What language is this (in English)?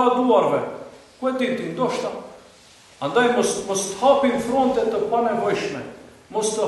Albanian